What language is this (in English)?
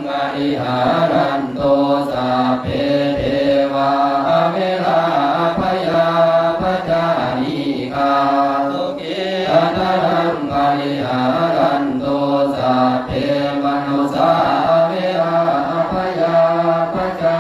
Pali